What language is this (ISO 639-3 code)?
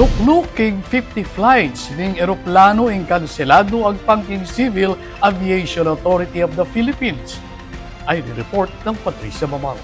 pam